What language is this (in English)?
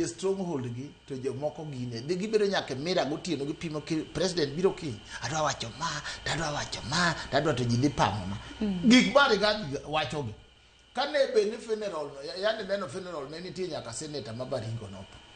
Luo (Kenya and Tanzania)